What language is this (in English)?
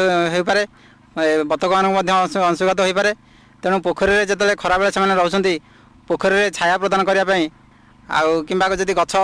Odia